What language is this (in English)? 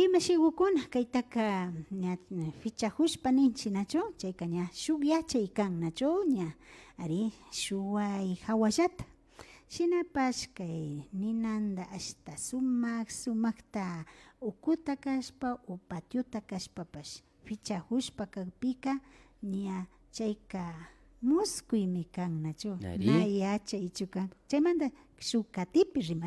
Imbabura Highland Quichua